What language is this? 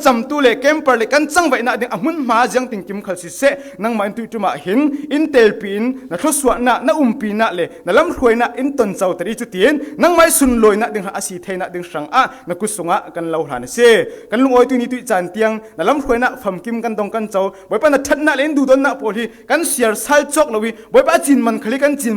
Falam Chin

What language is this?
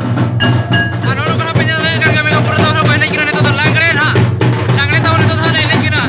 Santali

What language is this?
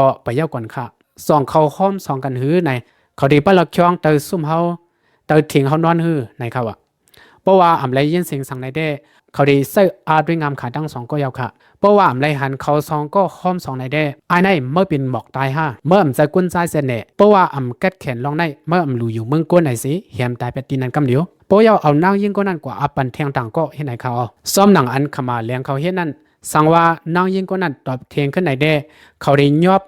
Lao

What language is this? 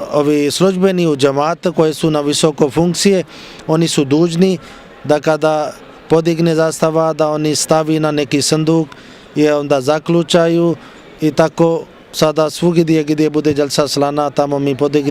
Bosnian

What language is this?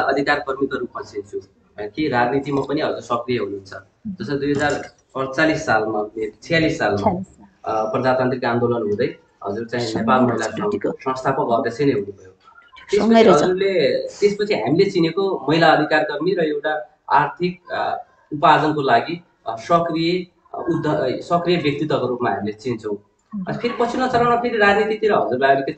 Nepali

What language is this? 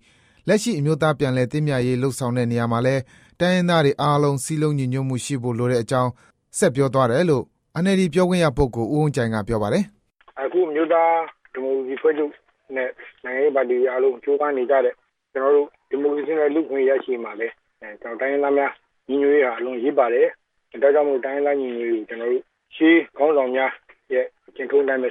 Burmese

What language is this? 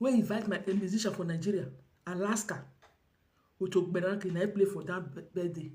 Nigerian Pidgin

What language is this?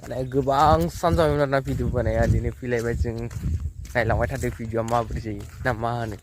Bodo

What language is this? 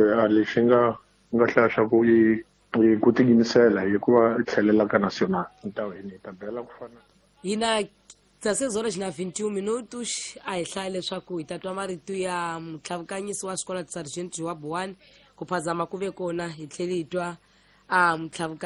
Tsonga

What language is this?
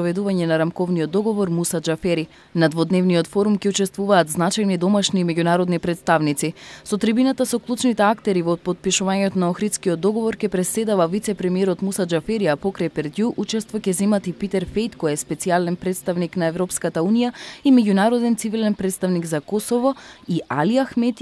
Macedonian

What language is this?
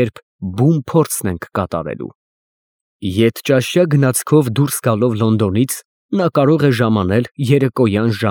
Armenian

